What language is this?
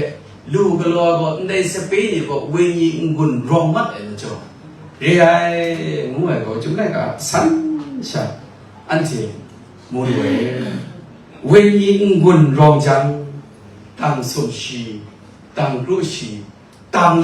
Kachin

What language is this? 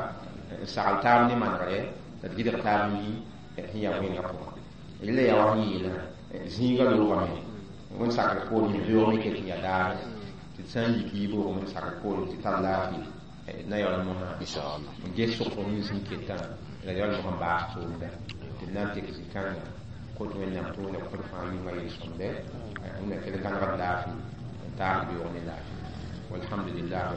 Mossi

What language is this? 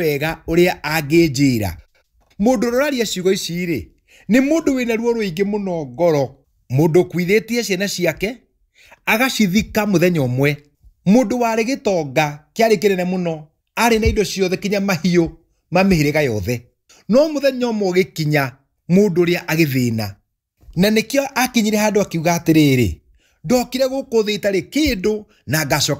Kikuyu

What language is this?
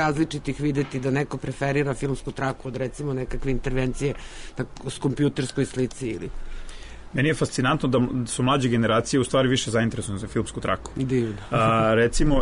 Serbian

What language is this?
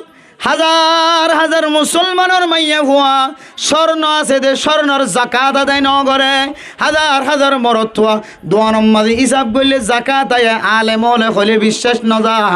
Rohingya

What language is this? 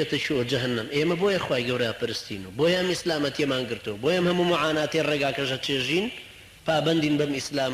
Central Kurdish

